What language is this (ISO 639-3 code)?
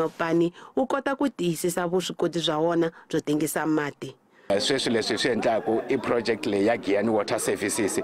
tso